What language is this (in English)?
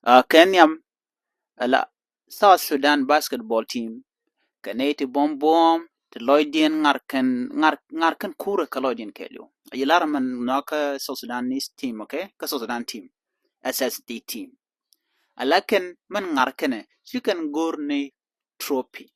Nuer